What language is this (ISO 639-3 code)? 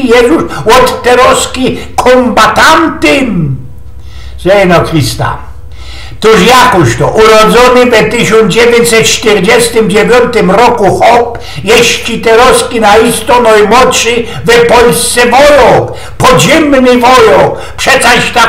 szl